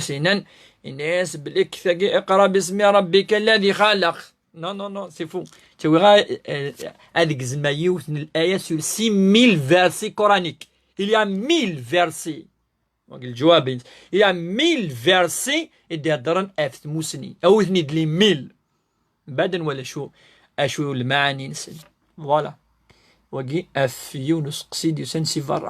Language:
Kabyle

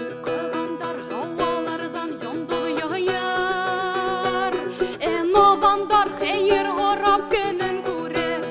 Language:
Bashkir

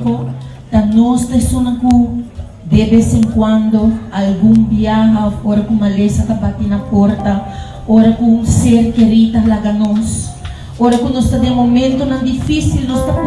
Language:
Papiamento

